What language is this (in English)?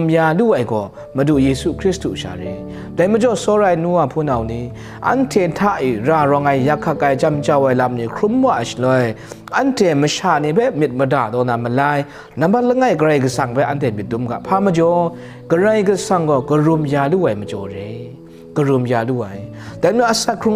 Kachin